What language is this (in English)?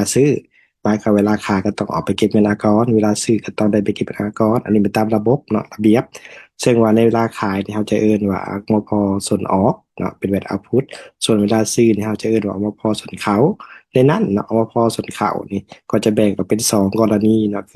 Lao